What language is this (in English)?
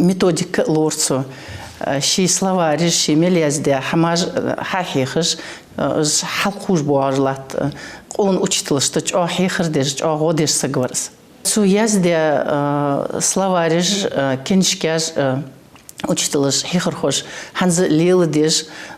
Ingush